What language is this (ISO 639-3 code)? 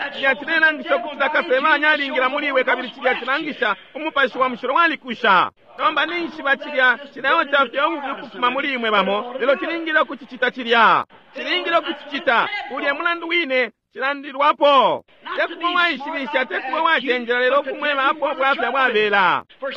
bem